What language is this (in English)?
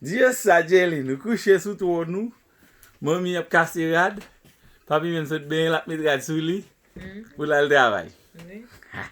Haitian Creole